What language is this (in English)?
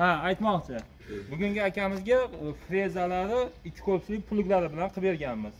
Uzbek